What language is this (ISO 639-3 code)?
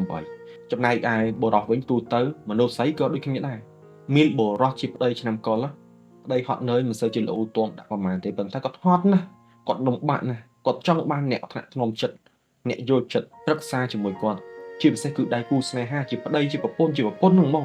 khm